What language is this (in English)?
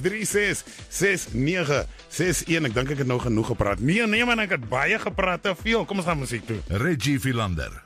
Afrikaans